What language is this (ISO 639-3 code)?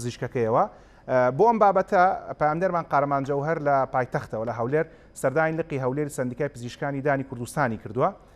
ckb